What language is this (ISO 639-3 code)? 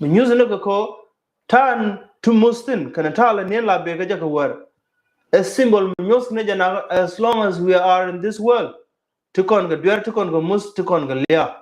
nus